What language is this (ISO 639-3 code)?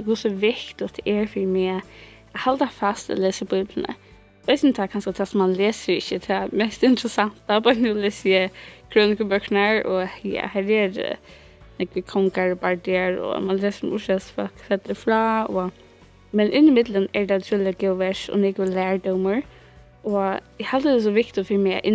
fao